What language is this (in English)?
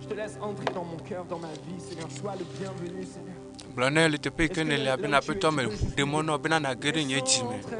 Ewe